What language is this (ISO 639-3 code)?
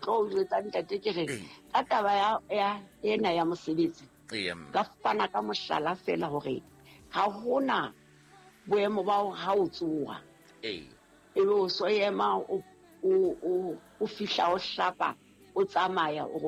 sot